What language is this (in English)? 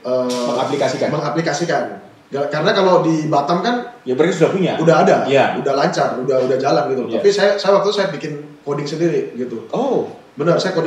Indonesian